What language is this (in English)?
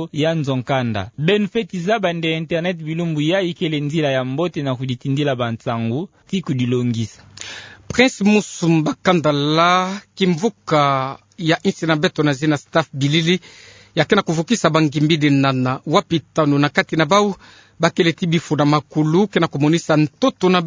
Kituba (Democratic Republic of Congo)